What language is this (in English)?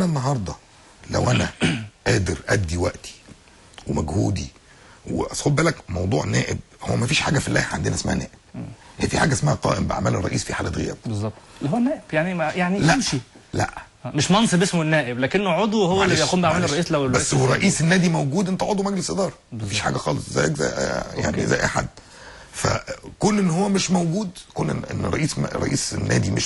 Egyptian Arabic